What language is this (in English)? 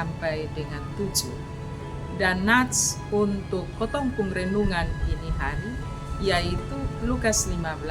Kupang Malay